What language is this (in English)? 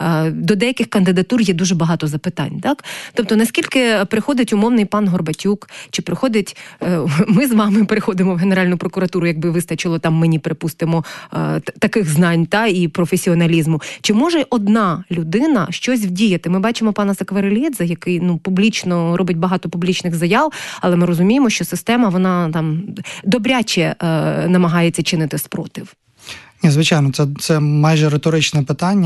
Ukrainian